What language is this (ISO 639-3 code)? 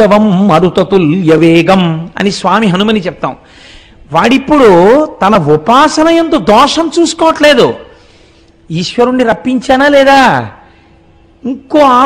tel